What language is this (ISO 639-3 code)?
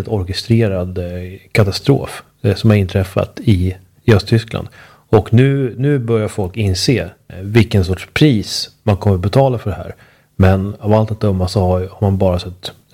swe